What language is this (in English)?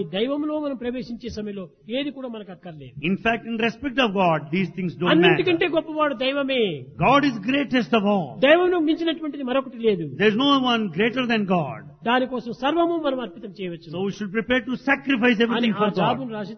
Telugu